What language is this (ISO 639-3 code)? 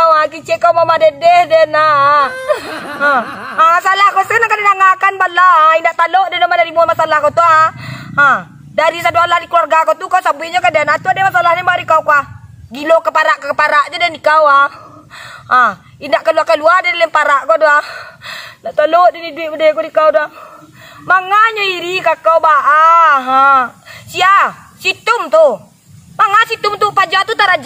min